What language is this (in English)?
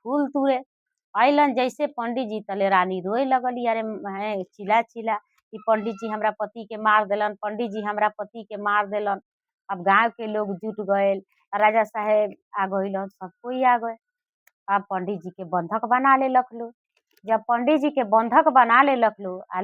Bhojpuri